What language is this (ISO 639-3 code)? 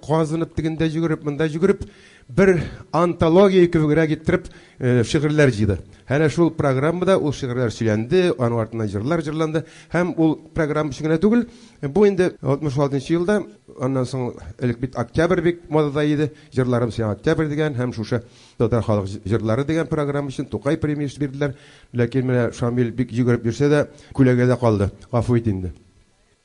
tat